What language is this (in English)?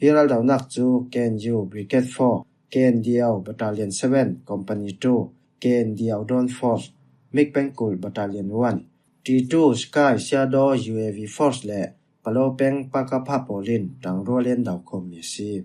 Falam Chin